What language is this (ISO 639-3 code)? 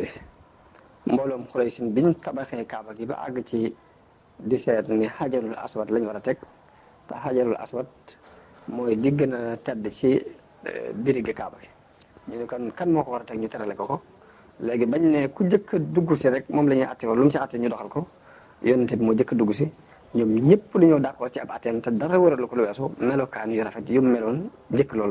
wol